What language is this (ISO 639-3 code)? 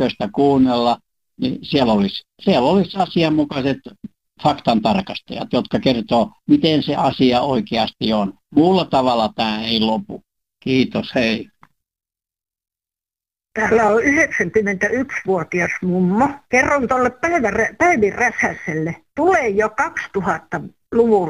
fin